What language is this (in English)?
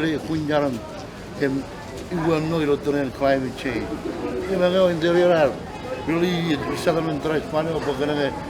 Marshallese